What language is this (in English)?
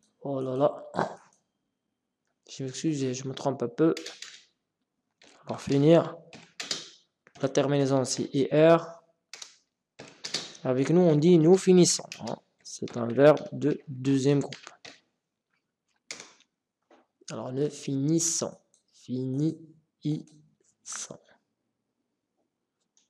French